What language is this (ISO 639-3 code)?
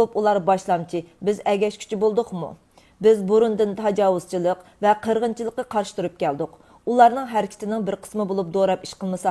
uig